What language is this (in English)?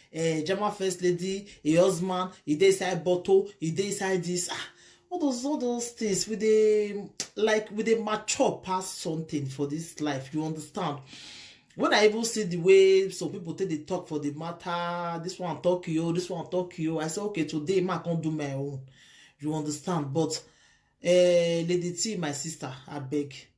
Nigerian Pidgin